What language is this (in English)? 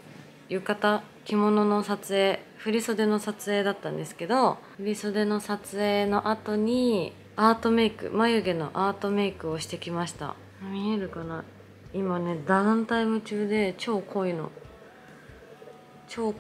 Japanese